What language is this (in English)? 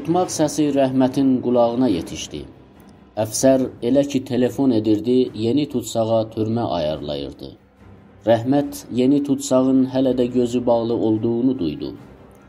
South Azerbaijani